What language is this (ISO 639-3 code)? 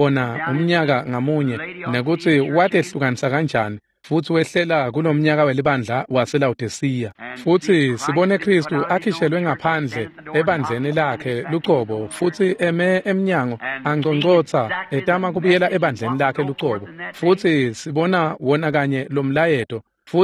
ssw